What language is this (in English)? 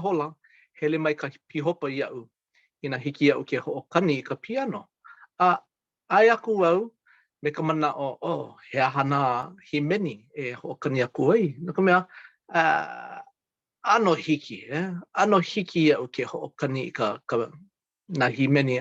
Hawaiian